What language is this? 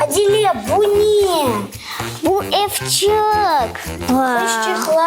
Crimean Tatar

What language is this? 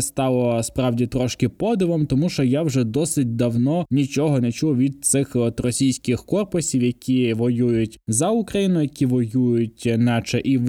Ukrainian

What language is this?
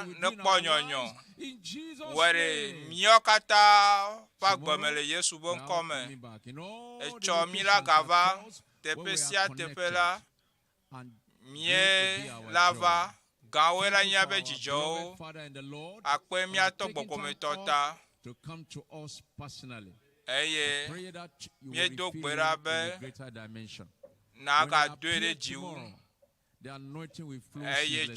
Ewe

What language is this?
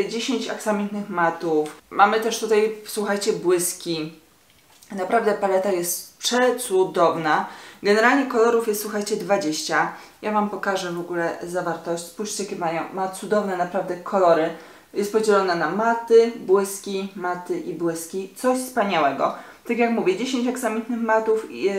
Polish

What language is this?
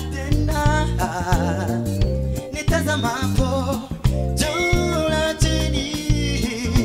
Kinyarwanda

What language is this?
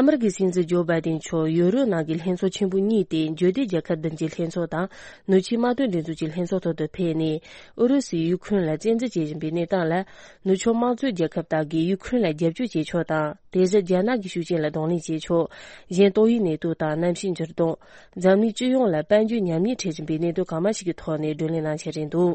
Tibetan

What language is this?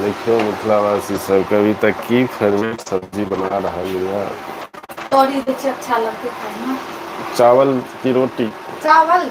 Maithili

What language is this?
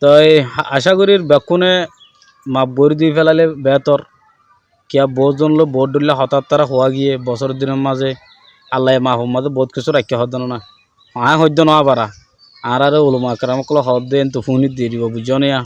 Rohingya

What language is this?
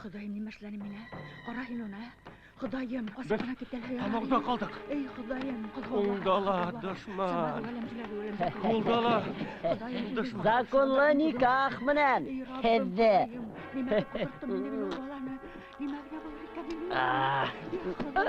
Bashkir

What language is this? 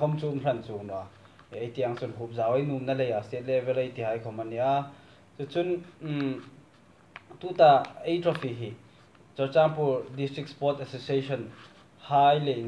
Hmar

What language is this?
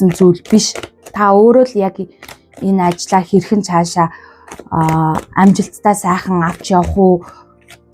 Mongolian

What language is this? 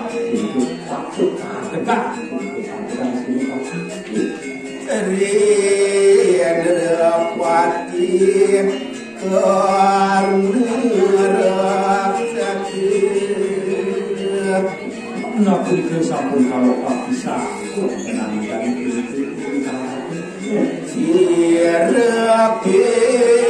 Indonesian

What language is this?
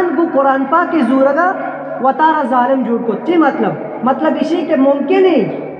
Eastern Balochi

